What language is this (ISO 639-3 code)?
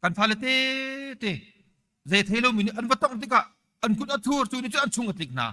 cnh